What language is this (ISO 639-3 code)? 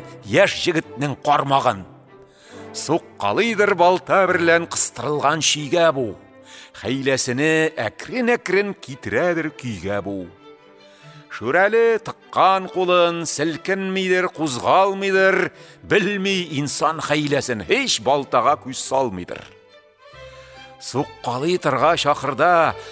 tat